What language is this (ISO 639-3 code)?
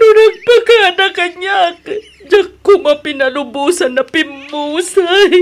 ilo